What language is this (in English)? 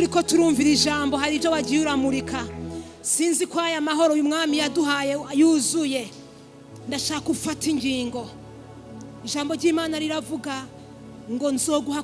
Rundi